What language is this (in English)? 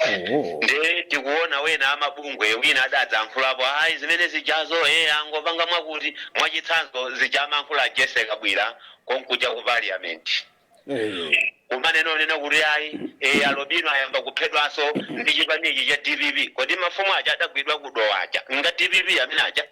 Nyanja